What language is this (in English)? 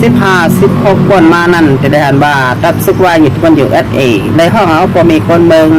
Shan